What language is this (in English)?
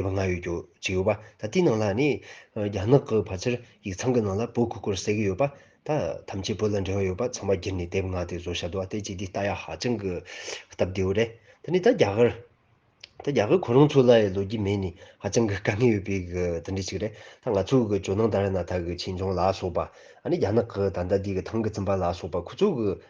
Tibetan